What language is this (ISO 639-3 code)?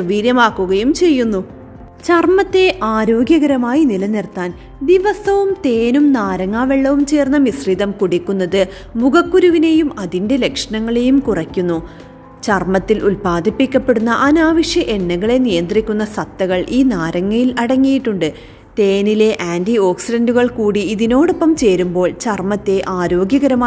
mal